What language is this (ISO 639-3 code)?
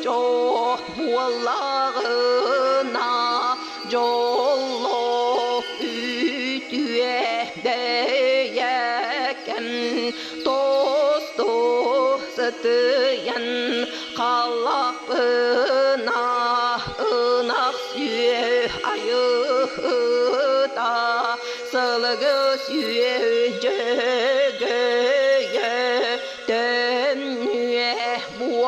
sah